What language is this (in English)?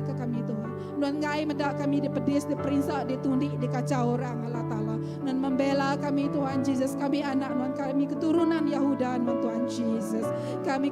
Iban